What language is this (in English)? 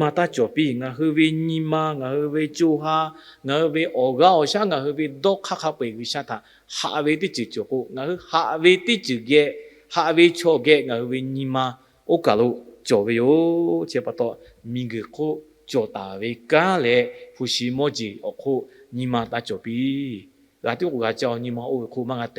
Lahu